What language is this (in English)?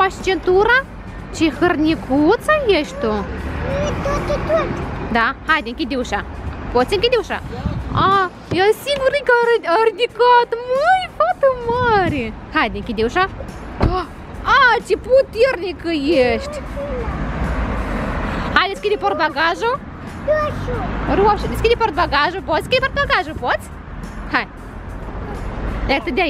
Romanian